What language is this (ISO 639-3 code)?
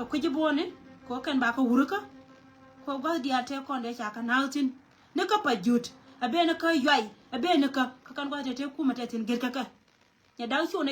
nus